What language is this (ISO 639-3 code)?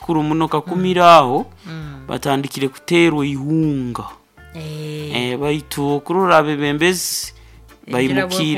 nyo